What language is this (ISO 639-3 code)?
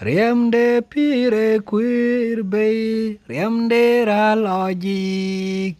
din